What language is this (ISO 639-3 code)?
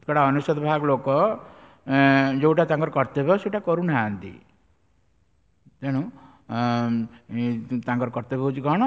ori